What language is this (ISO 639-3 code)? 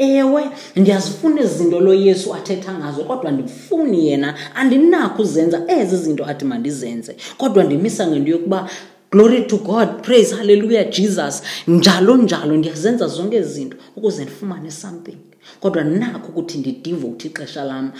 xho